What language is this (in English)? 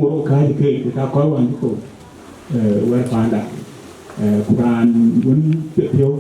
Dinka